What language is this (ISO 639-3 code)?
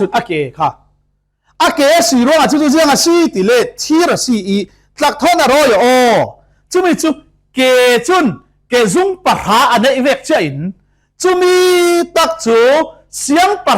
cfm